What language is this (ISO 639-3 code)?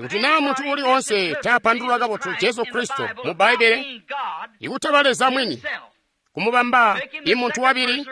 toi